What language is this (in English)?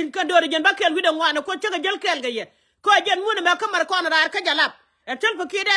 Nuer